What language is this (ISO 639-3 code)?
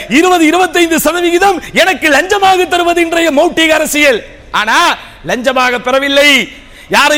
tam